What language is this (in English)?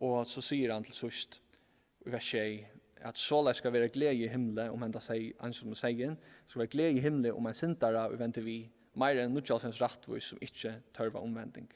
Faroese